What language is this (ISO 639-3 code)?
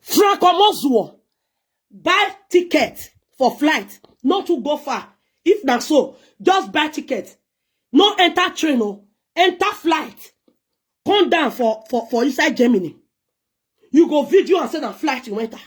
pcm